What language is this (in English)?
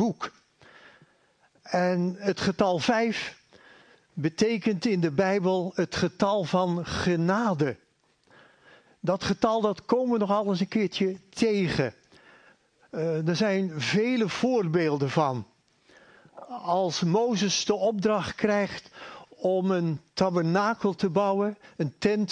Dutch